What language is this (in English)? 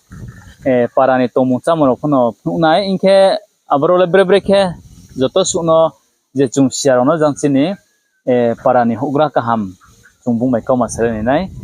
Riang (India)